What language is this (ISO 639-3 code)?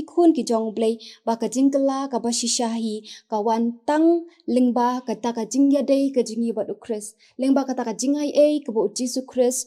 kha